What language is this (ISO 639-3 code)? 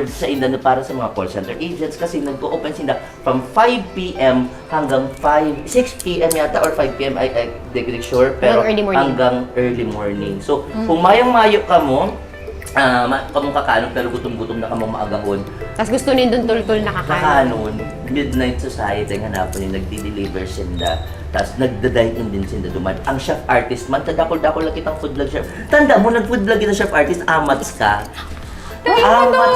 bik